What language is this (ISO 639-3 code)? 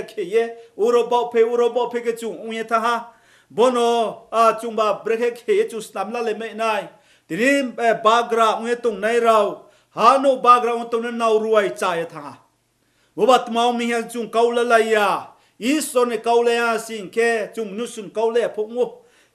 ria